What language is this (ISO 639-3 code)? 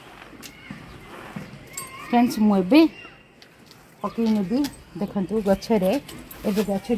ori